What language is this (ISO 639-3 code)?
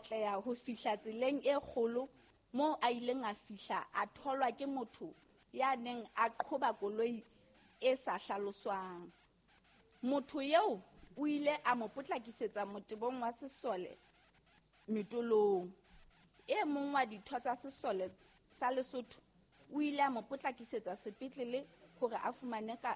sot